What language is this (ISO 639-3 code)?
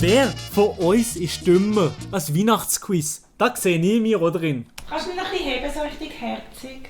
gsw